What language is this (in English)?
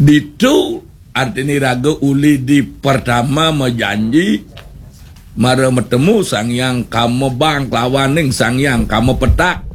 Balinese